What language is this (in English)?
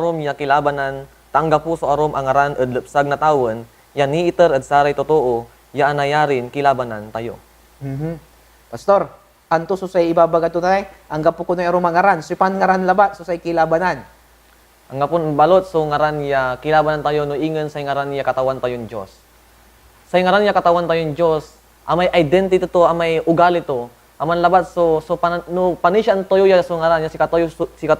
Pangasinan